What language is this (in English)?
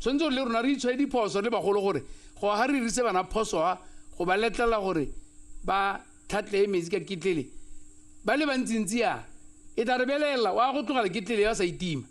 Tswana